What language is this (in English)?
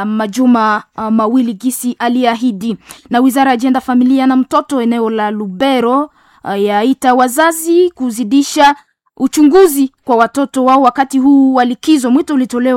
Swahili